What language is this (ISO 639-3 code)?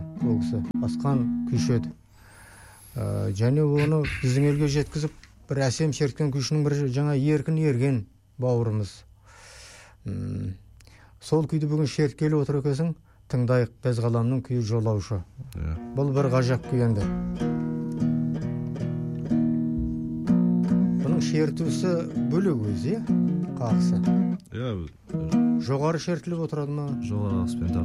kaz